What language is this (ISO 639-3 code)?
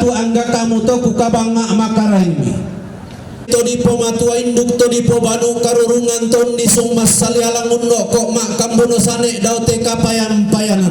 sda